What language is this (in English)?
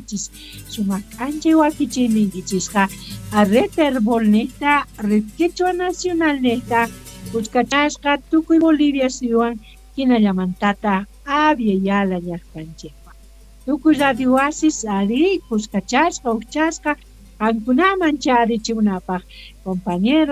South Bolivian Quechua